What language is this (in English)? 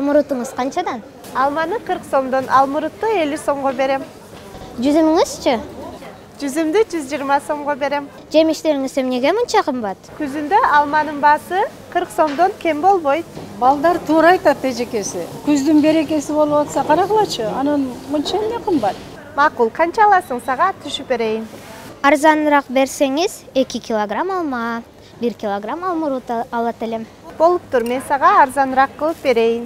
Kyrgyz